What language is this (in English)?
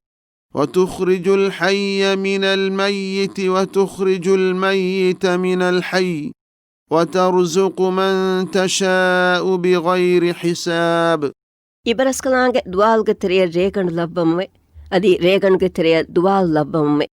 Divehi